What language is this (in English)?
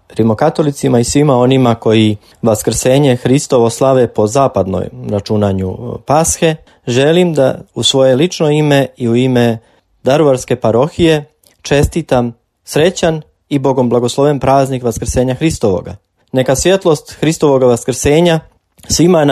Croatian